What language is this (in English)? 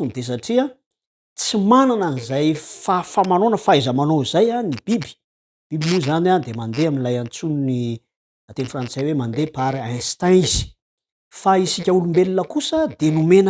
Malagasy